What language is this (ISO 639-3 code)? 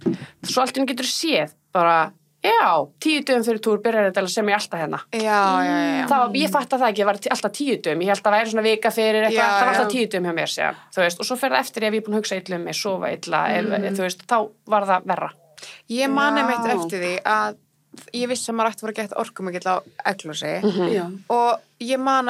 isl